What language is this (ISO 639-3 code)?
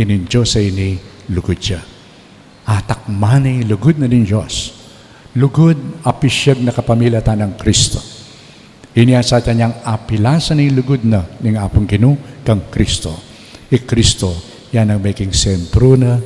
pam